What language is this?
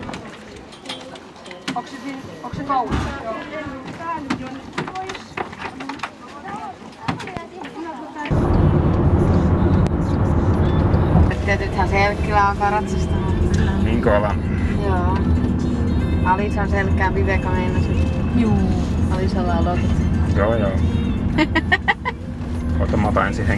Finnish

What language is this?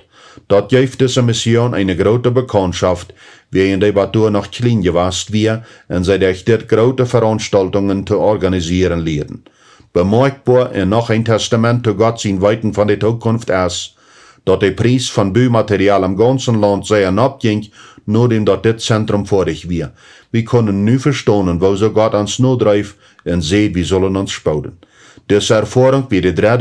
Plautdietsch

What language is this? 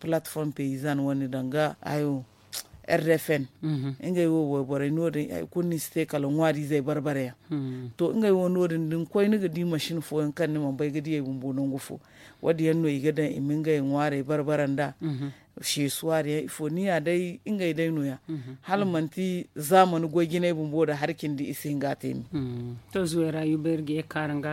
Zarma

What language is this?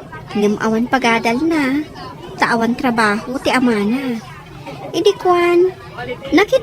Iloko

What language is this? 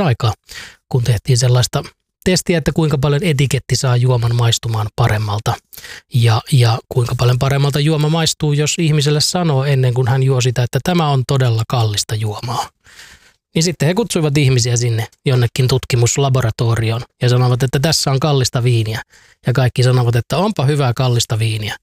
Finnish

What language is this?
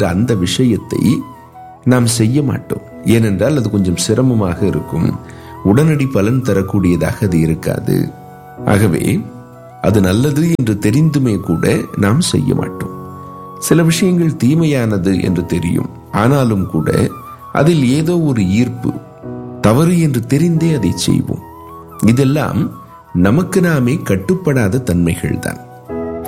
Tamil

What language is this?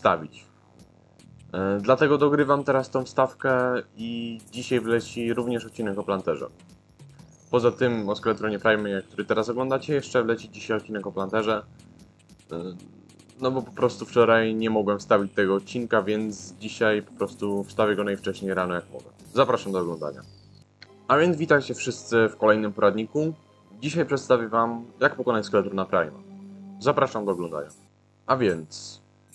Polish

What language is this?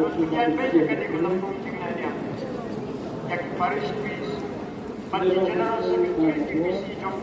Khasi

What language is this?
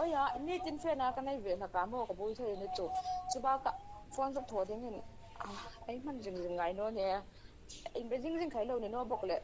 Hmar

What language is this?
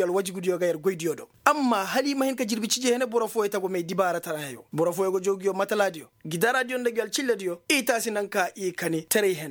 Koyraboro Senni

